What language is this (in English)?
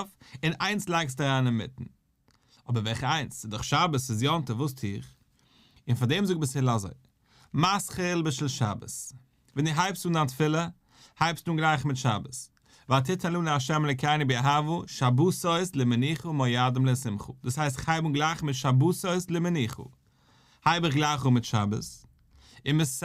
Yiddish